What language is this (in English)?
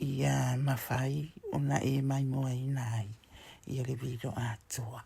Samoan